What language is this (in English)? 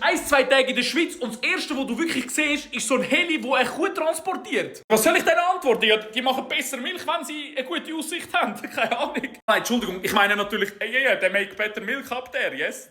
Swiss German